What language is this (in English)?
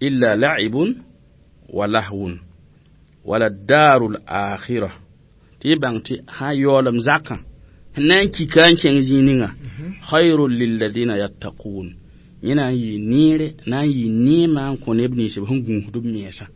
Mossi